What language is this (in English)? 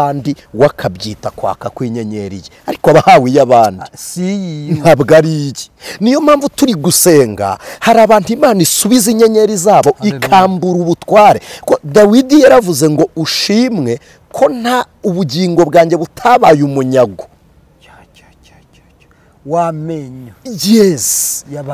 Kinyarwanda